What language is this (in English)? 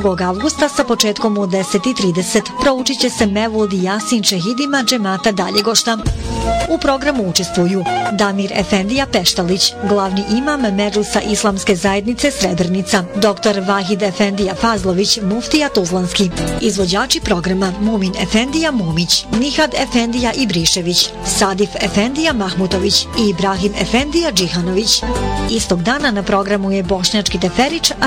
Bosnian